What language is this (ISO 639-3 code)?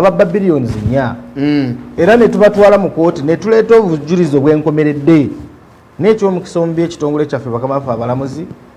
lug